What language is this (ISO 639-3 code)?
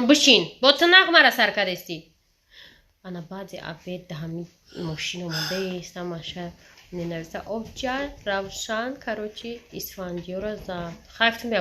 tgk